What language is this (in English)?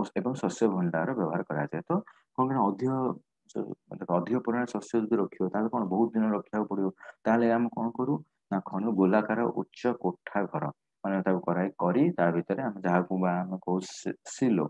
Odia